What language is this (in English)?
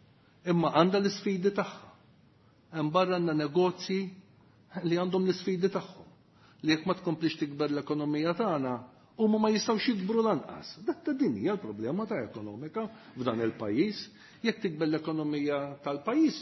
Maltese